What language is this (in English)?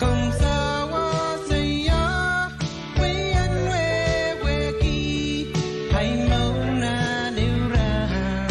Pohnpeian